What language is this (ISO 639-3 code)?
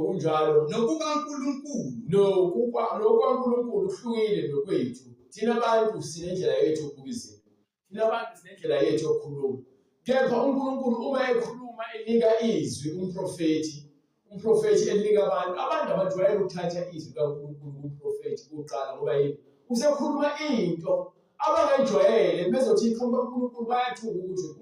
zul